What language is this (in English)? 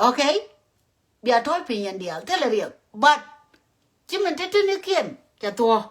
Nuer